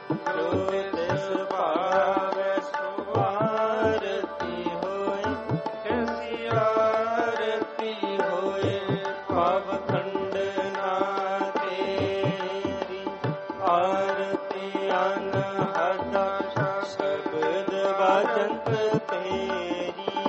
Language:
Punjabi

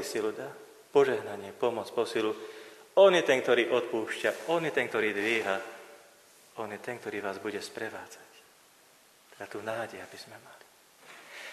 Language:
Slovak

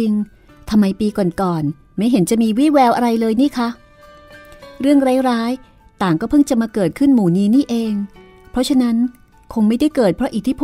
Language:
Thai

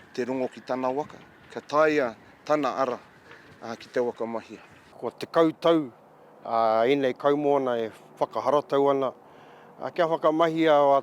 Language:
Māori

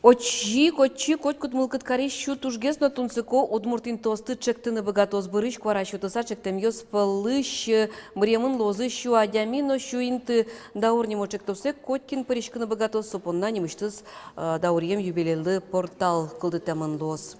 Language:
Udmurt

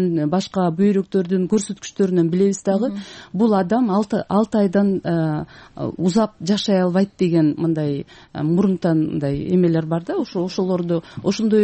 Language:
Kyrgyz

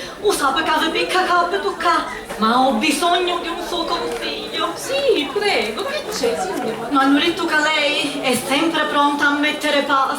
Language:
Sicilian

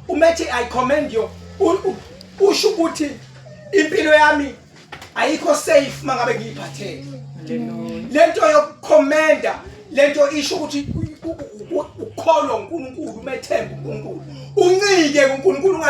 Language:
Zulu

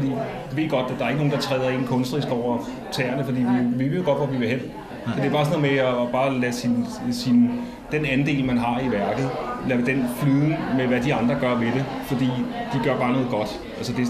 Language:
Danish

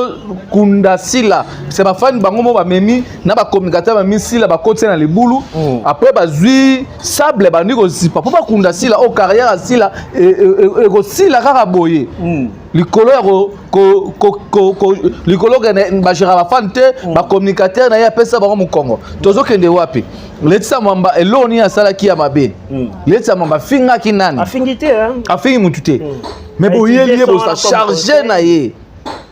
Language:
Lingala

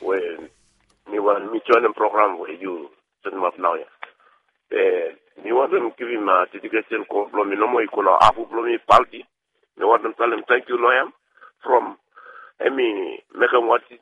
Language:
Bislama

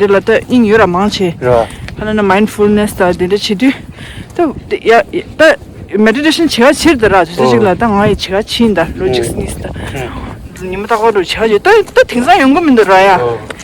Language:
Tibetan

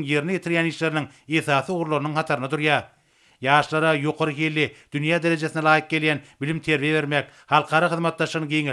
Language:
Turkmen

